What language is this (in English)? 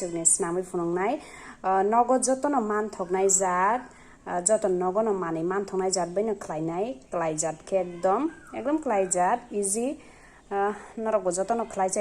Kok Borok